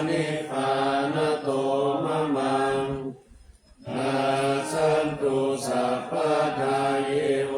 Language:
Pali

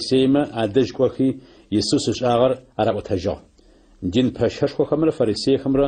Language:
Adyghe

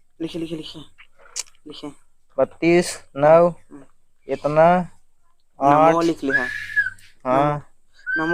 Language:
Awadhi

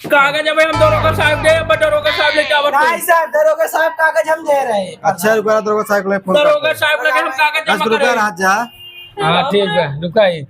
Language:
Awadhi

